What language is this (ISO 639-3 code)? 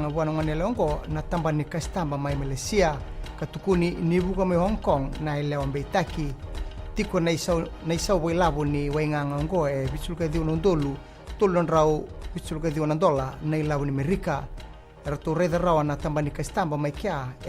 fij